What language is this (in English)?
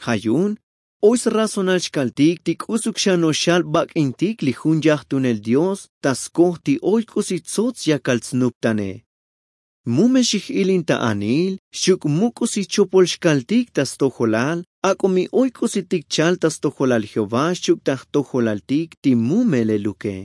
Tzotzil